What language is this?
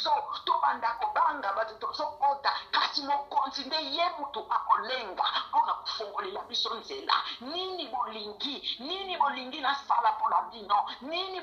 Lingala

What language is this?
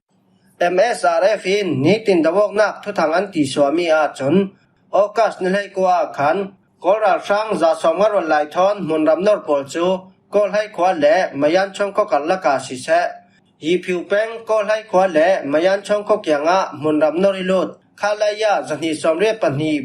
Falam Chin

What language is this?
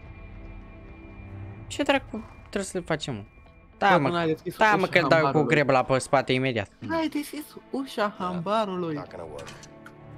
Romanian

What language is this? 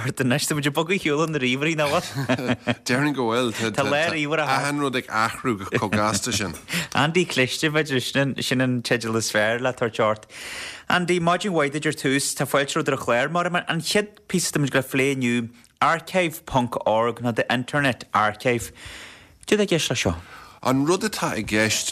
Irish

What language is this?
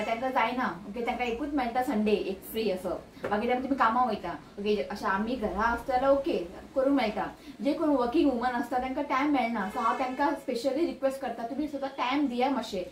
Konkani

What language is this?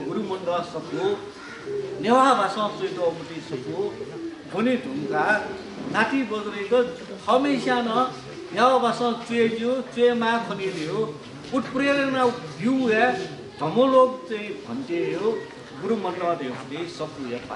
Newari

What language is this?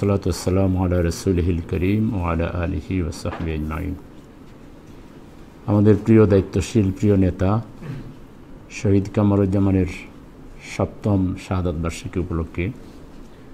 Bangla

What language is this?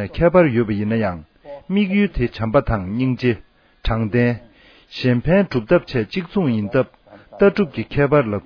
Tibetan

